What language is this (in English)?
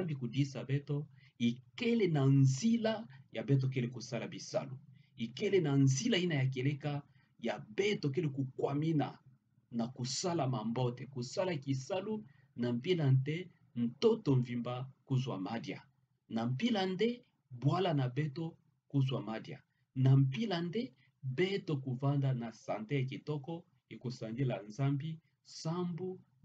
Kituba (Democratic Republic of Congo)